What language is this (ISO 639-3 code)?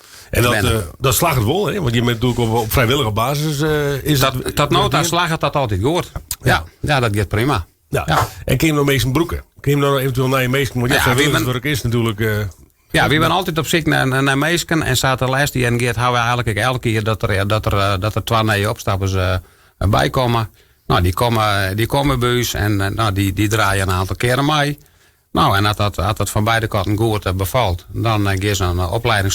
fry